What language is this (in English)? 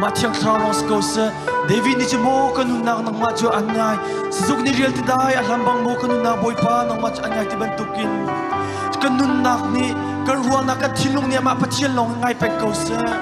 Hakha Chin